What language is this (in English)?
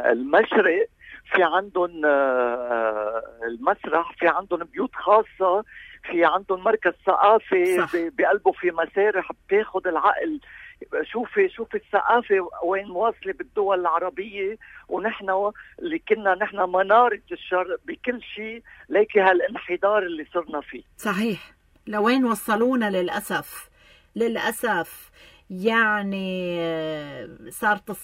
North Levantine Arabic